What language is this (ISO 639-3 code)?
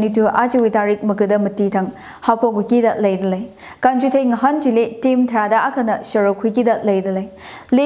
nmf